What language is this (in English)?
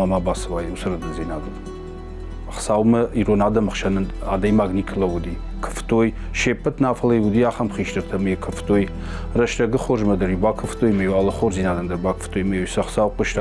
Ossetic